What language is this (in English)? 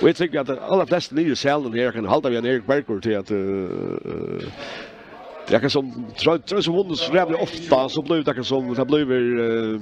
Faroese